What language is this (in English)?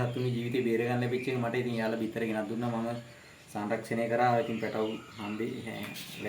Sinhala